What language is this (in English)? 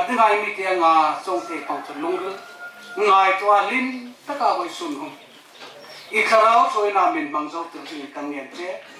Hmar